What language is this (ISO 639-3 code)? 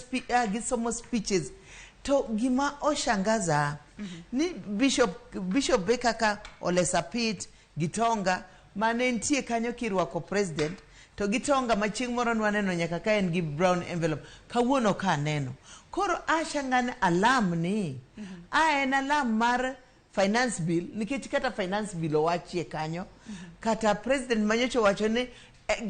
luo